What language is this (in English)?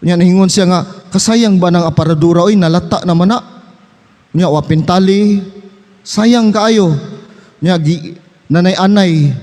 Cebuano